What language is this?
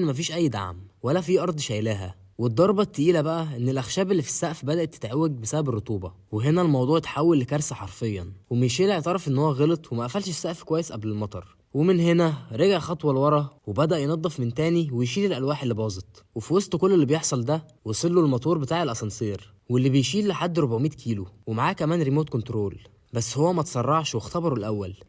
Egyptian Arabic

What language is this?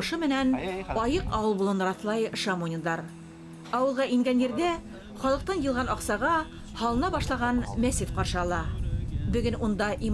Bashkir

